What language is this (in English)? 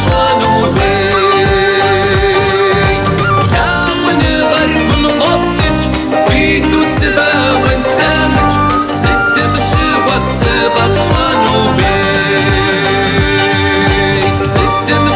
Kabardian